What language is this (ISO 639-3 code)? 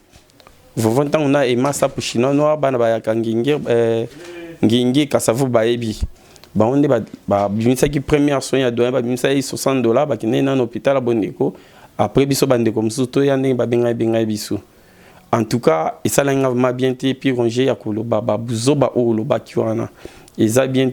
lin